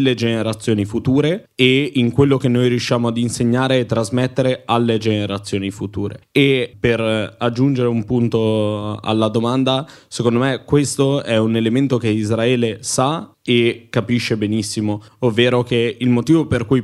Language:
Italian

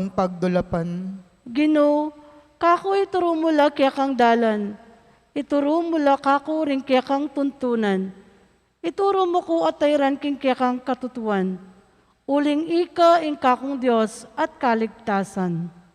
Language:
Pampanga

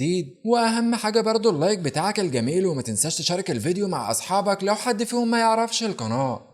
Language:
Egyptian Arabic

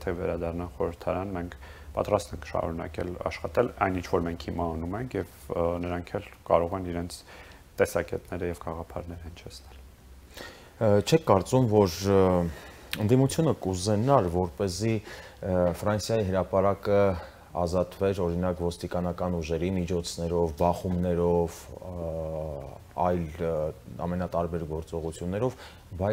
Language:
Armenian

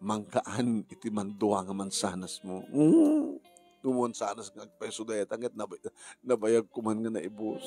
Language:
Iloko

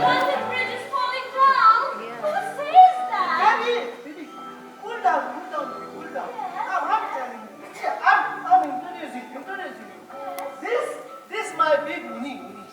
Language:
Konkani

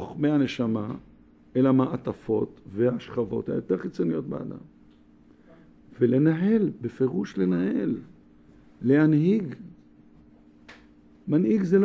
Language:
Hebrew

